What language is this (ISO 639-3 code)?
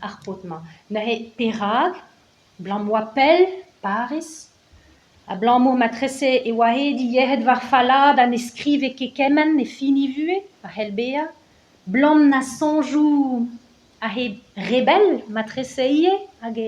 bre